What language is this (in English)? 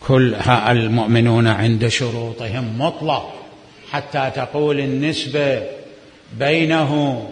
Mesopotamian Arabic